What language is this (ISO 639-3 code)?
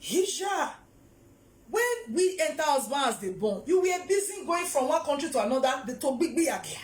pcm